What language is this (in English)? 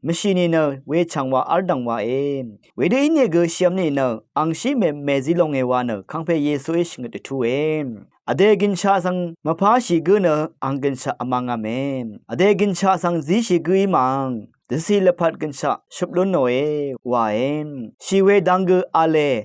Rawang